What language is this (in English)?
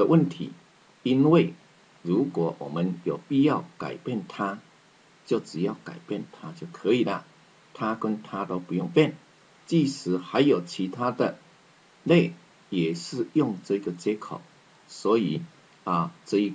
Chinese